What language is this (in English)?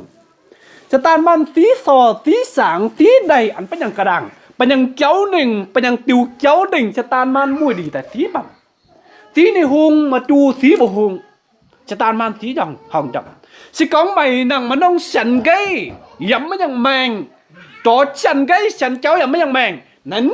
Kim Mun